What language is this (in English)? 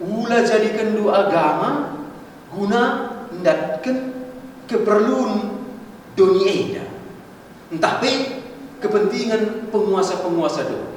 Batak Karo